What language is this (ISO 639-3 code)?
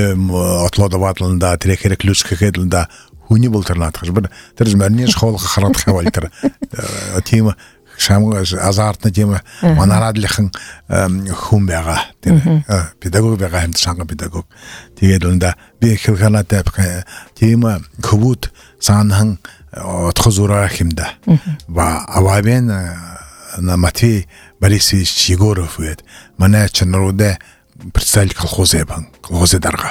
bua